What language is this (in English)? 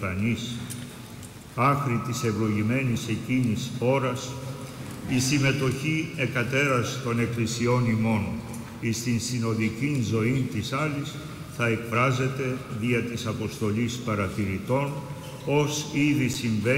Greek